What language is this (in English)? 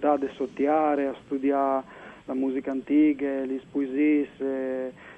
Friulian